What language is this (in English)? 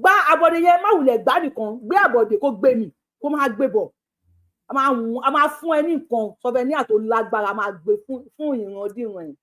Yoruba